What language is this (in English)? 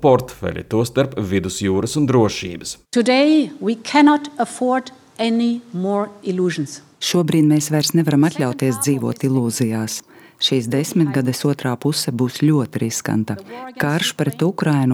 Latvian